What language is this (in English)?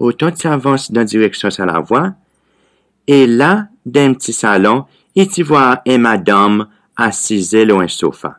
Seselwa Creole French